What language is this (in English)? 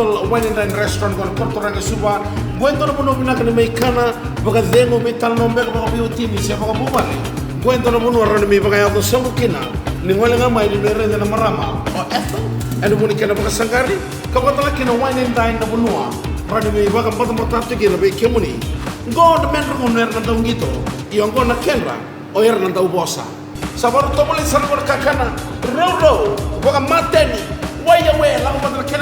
Fijian